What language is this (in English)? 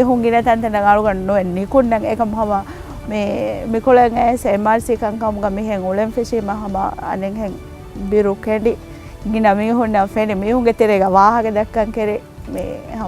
Divehi